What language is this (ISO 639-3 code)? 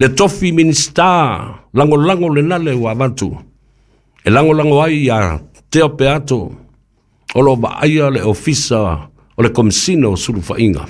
smo